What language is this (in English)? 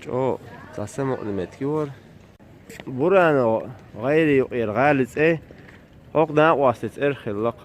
Chechen